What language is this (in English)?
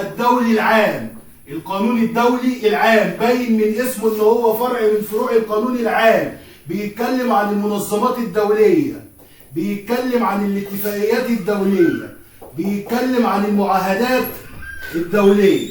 Egyptian Arabic